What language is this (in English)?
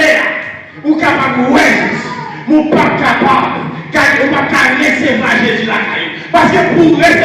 Haitian Creole